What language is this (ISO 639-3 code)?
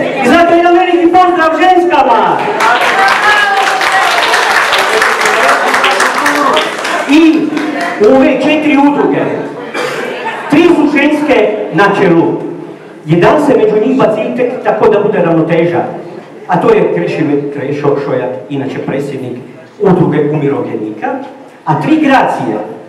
hrv